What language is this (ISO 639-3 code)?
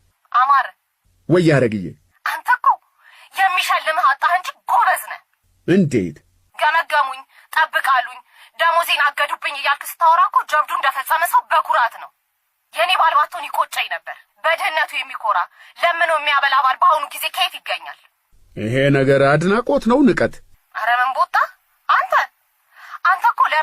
amh